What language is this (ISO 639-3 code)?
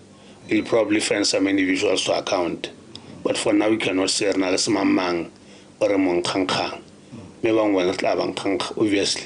tsn